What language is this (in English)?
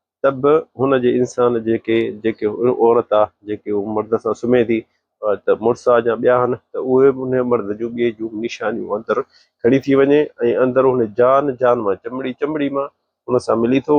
Sindhi